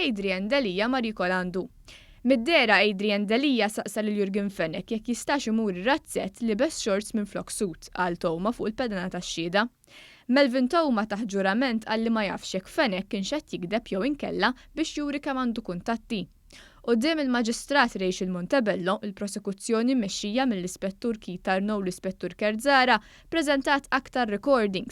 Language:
Maltese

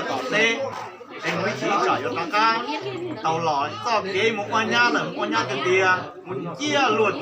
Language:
Hmong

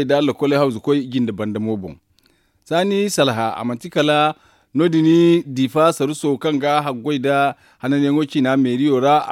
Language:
Zarma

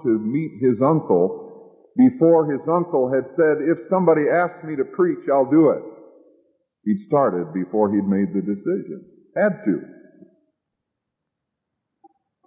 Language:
English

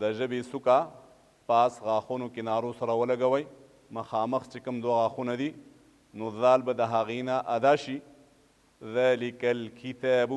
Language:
Pashto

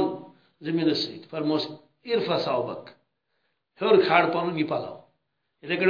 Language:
Kashmiri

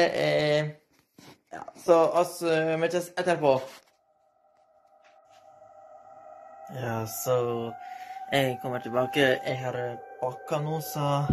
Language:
Norwegian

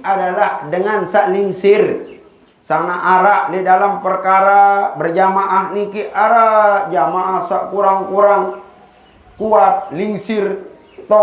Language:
Sasak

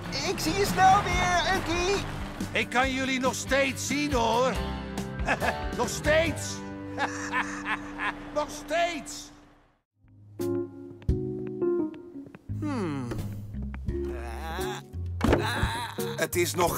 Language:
Dutch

